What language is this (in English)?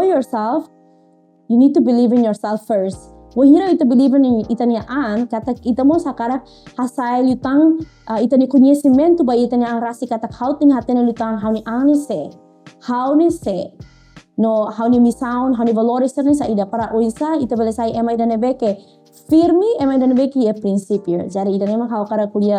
Tetum